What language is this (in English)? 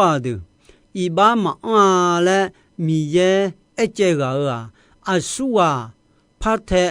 Akha